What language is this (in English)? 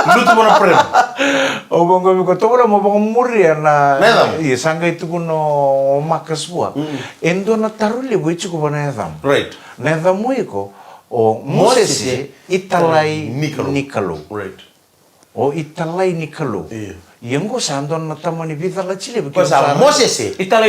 Fijian